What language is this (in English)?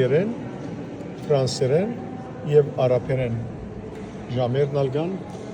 Western Armenian